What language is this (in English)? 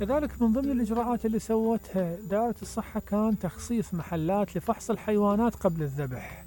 Mesopotamian Arabic